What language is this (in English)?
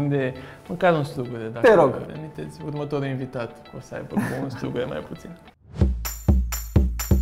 Romanian